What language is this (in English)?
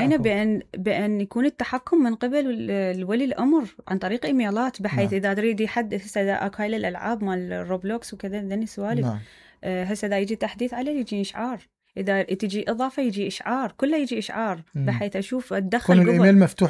Mesopotamian Arabic